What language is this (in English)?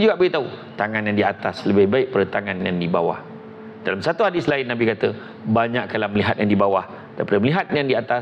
Malay